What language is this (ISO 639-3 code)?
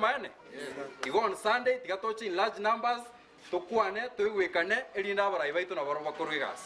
guz